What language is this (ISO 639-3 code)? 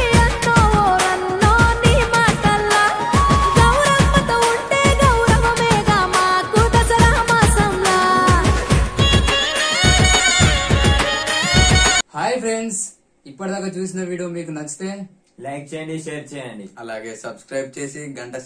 tel